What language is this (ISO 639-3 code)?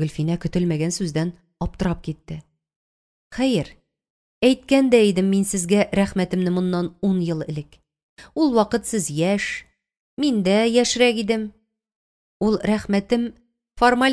tat